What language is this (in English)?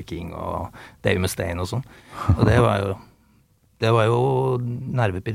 Norwegian